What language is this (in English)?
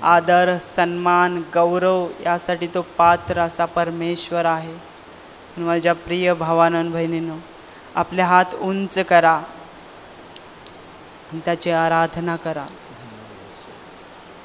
Marathi